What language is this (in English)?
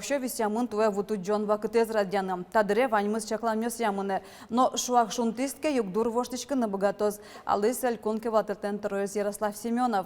Udmurt